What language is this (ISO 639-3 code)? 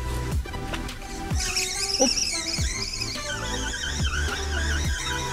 rus